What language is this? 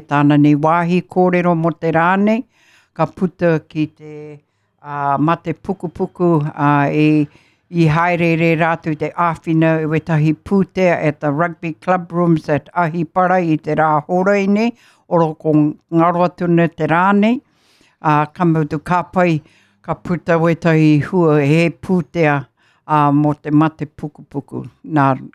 Māori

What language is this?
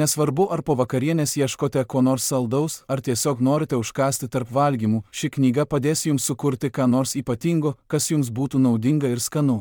Lithuanian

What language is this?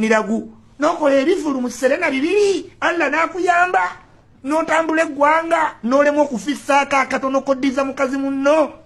Ganda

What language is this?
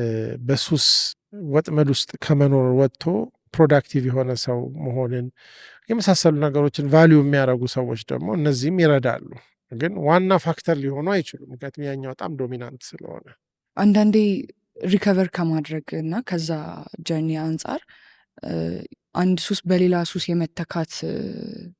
Amharic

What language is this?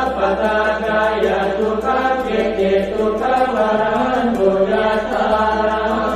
Pali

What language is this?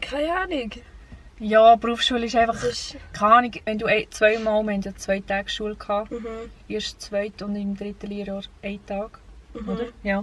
Swiss German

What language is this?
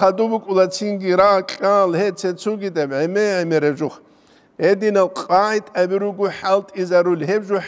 Avaric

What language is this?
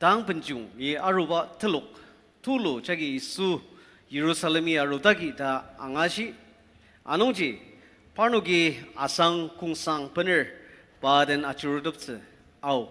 Ao Naga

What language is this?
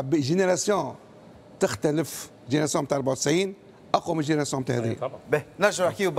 Tunisian Arabic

